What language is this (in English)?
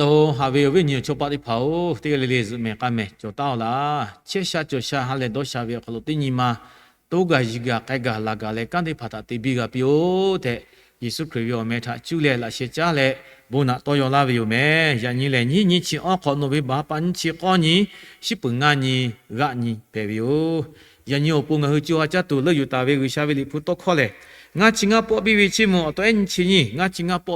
Lahu